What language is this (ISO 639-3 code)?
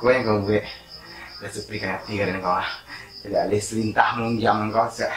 min